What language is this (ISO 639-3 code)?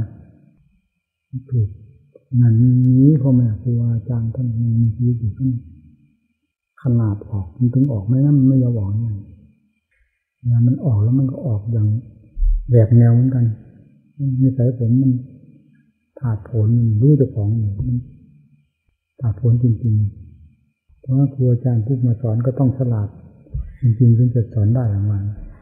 tha